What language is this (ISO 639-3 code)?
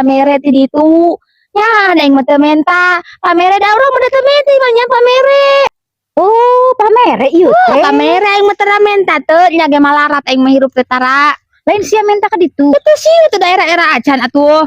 sun